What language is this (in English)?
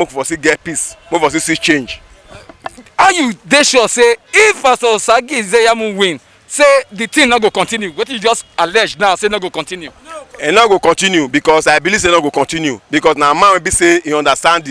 Nigerian Pidgin